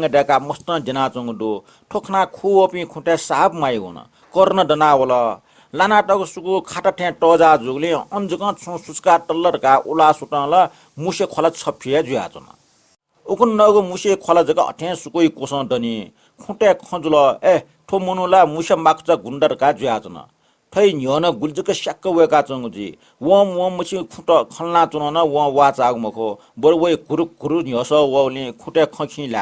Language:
Newari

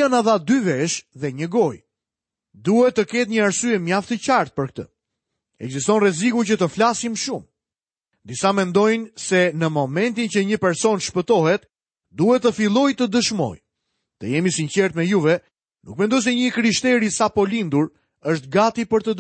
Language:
Albanian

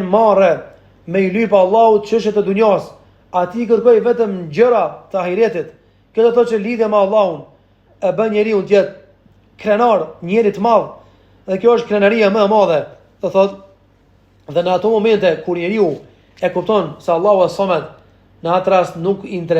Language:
Albanian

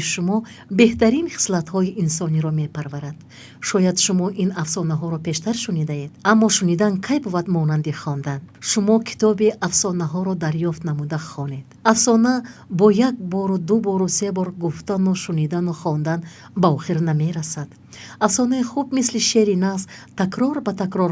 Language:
Tajik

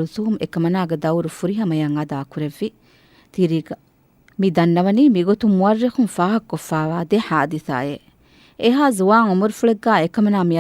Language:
Divehi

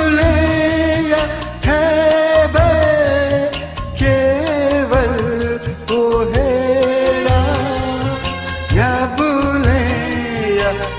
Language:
Newari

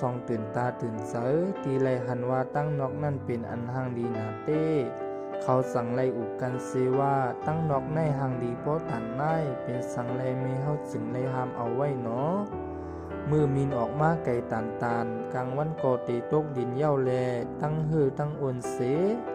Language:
Shan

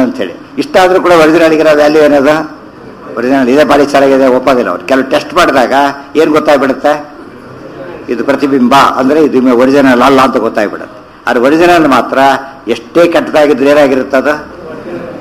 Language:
Kannada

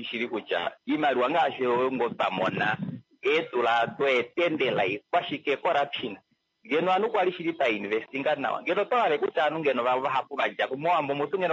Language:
Kuanyama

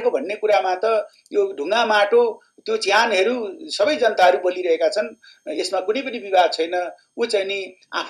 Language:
Nepali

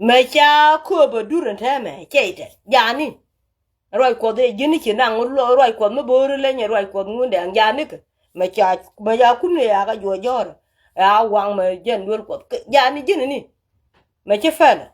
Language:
Nuer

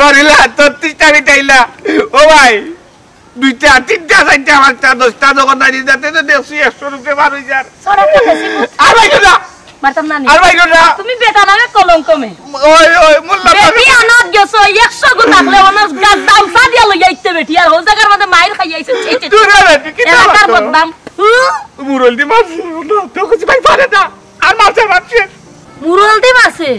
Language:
Sylheti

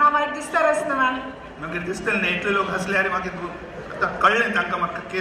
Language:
Konkani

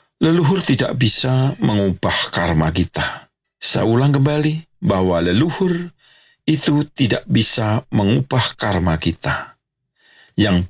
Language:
Indonesian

